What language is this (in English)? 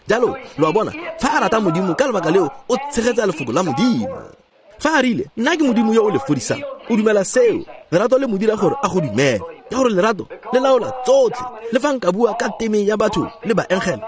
Tswana